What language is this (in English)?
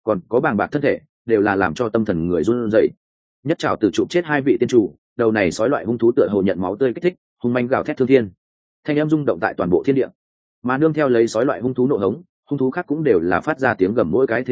Vietnamese